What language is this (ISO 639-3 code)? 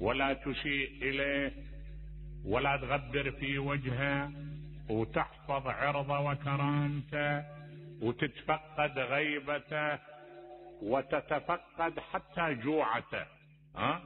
acm